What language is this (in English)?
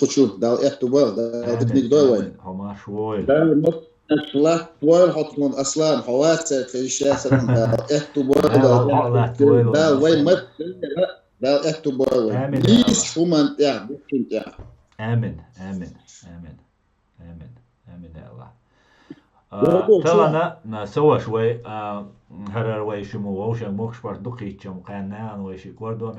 Chechen